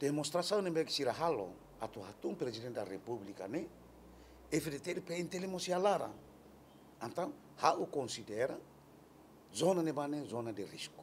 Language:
Tetum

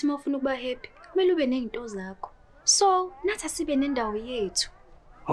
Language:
Zulu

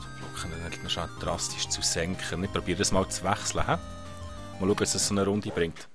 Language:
Swiss German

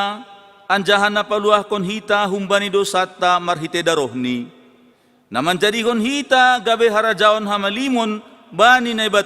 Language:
Batak Simalungun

